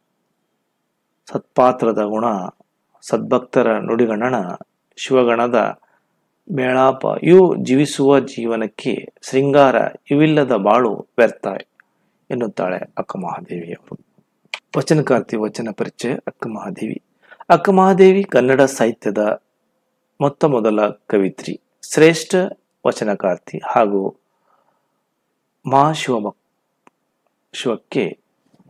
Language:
Kannada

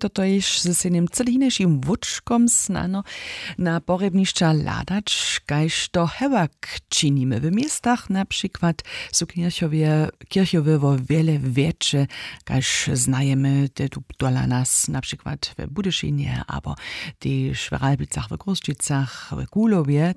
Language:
Upper Sorbian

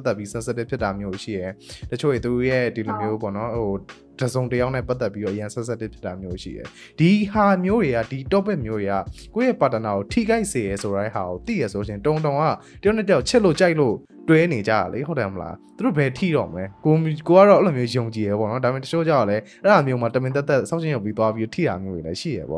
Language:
Burmese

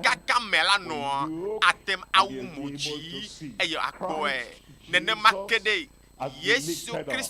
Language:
Ewe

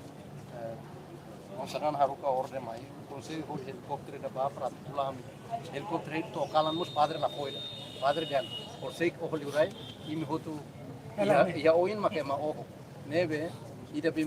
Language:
Tetum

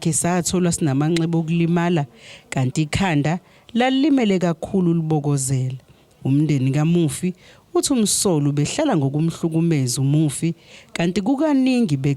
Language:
Zulu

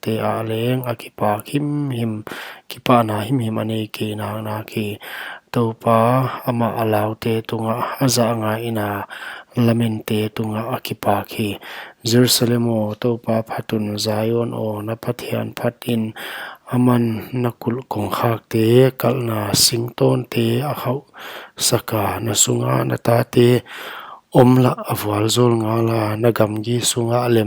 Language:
Paite Chin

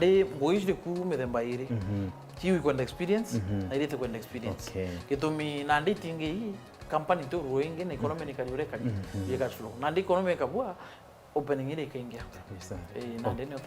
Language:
Meru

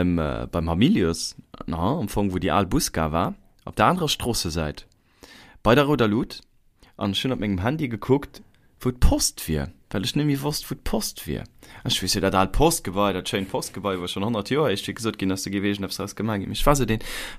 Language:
Luxembourgish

